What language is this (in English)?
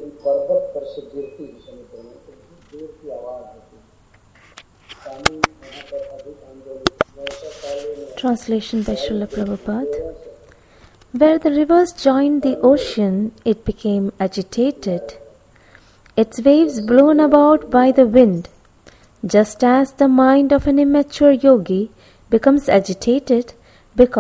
English